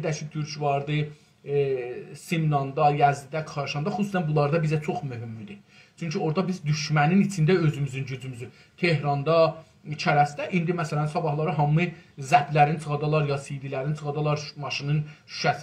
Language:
South Azerbaijani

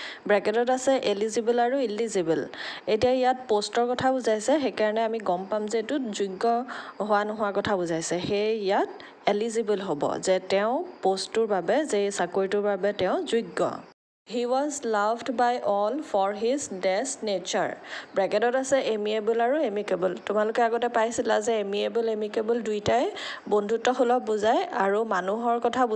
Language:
Assamese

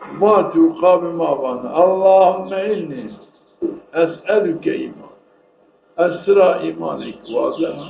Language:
Zaza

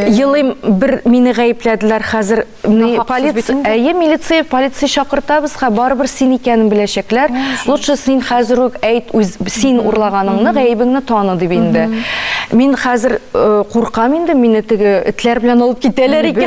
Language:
Tatar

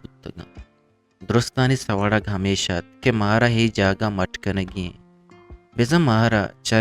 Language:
Eastern Balochi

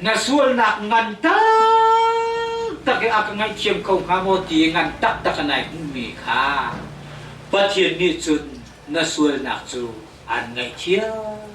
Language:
Hakha Chin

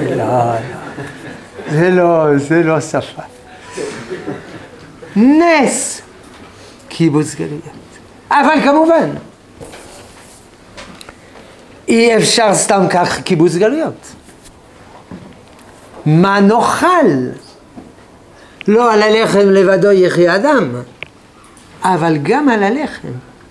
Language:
Hebrew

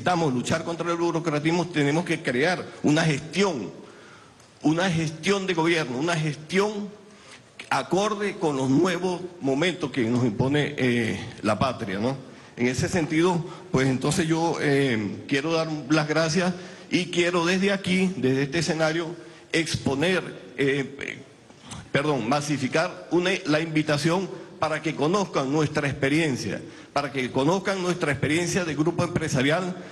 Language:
Spanish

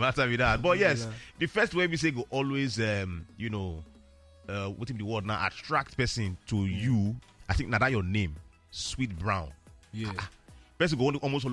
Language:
Nigerian Pidgin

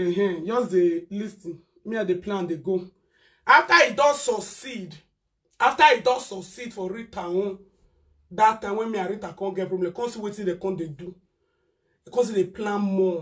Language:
Nigerian Pidgin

